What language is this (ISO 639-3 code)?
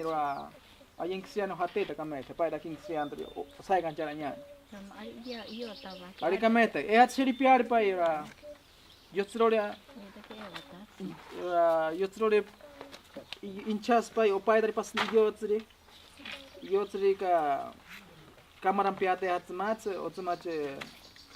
prq